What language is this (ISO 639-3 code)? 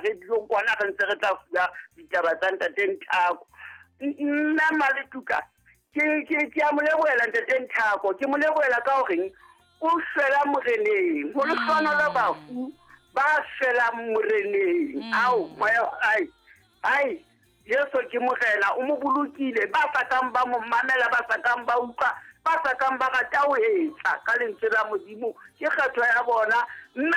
sot